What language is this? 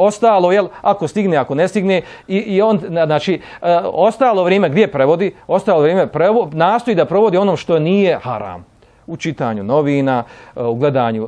Bosnian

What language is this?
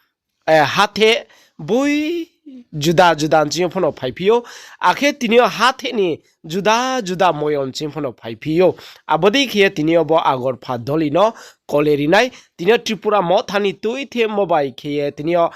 Riang (India)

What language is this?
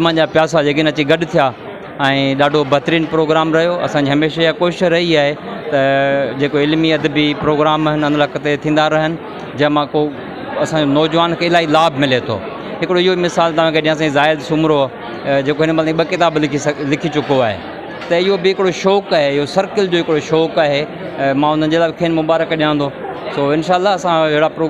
Sindhi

